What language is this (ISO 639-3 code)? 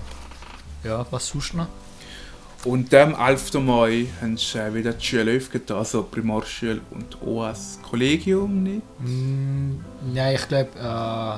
gsw